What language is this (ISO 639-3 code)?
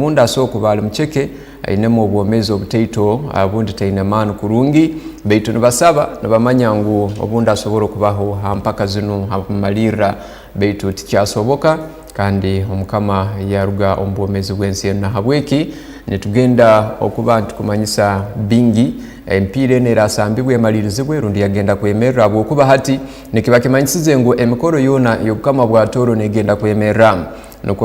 ttj